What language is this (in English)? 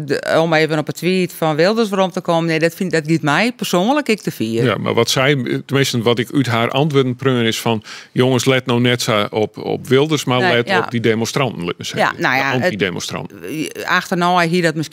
Western Frisian